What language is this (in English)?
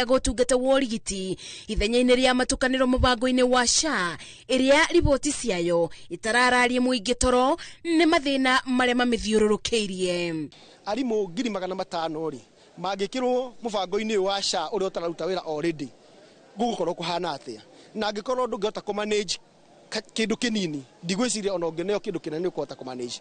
Kikuyu